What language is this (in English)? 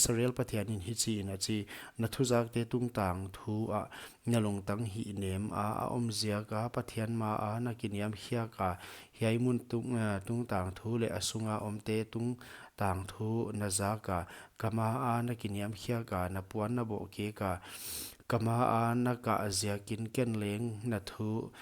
Paite Chin